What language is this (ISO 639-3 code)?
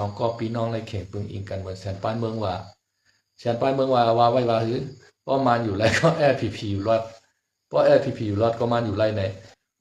shn